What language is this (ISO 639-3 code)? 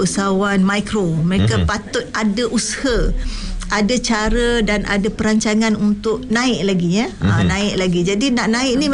msa